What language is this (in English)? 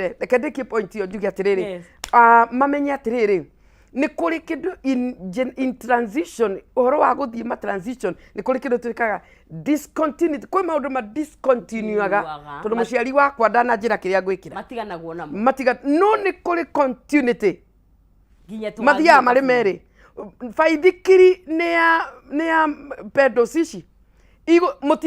Kikuyu